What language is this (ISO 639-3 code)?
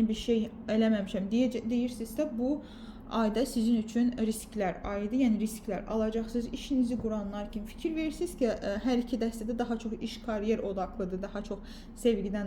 aze